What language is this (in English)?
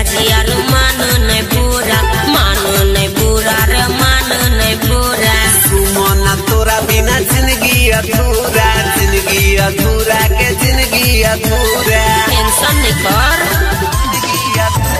Bhojpuri